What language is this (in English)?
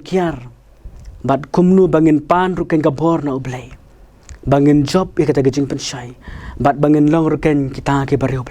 Khasi